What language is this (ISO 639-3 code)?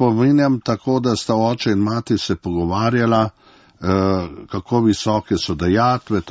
slv